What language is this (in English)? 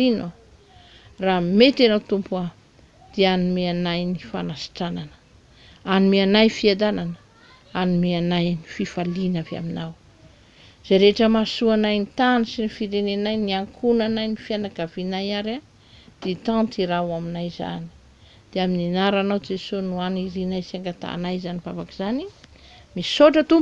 Malagasy